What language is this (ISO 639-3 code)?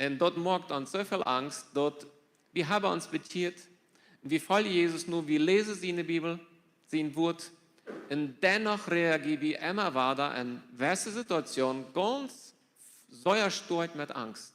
pdt